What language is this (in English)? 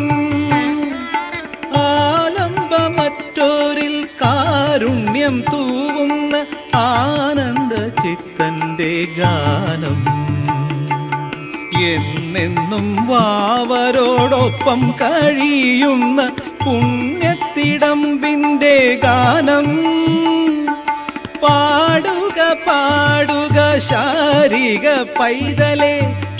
Malayalam